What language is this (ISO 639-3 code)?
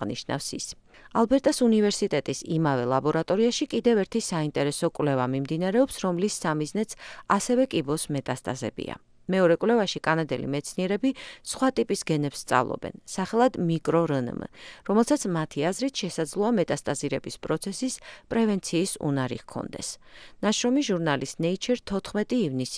kat